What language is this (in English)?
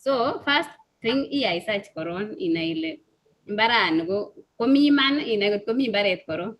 Kalenjin